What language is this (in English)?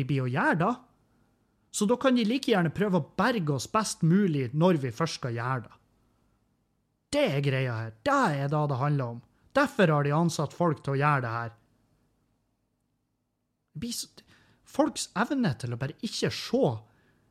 Norwegian